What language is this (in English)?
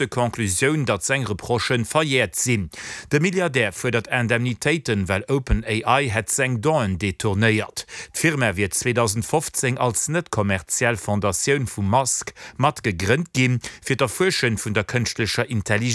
Luxembourgish